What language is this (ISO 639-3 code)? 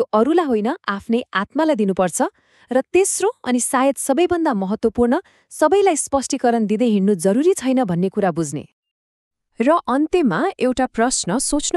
nep